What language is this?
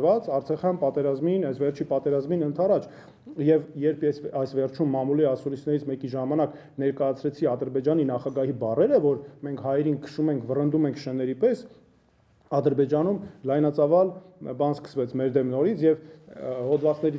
Armenian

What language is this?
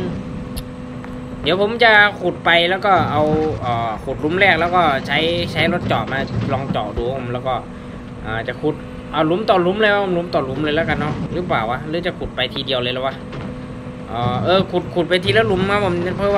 Thai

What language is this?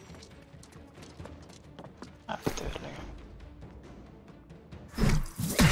Norwegian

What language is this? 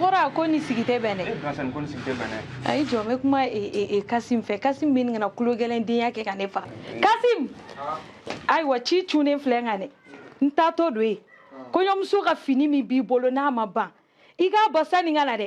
Bambara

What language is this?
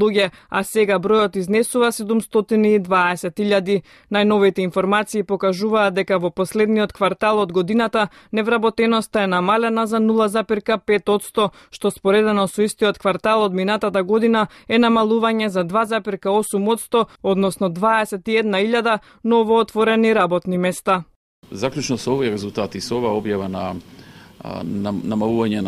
Macedonian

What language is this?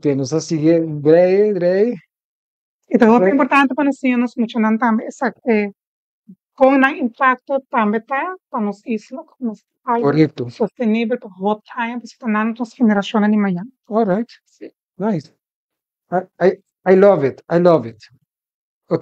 Papiamento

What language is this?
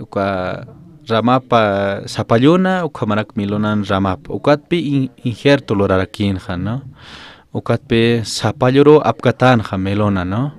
Aymara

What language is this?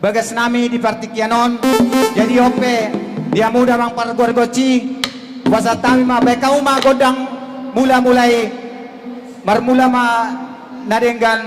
Batak Toba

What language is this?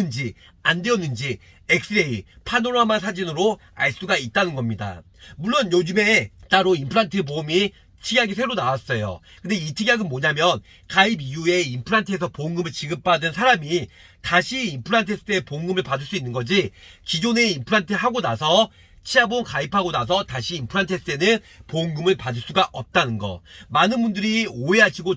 Korean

